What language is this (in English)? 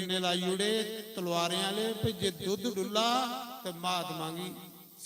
Dogri